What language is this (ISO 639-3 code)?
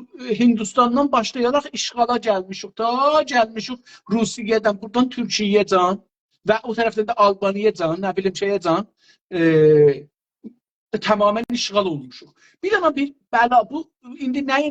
azb